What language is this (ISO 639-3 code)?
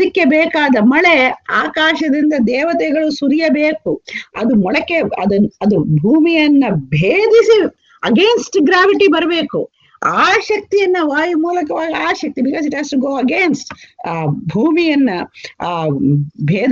kan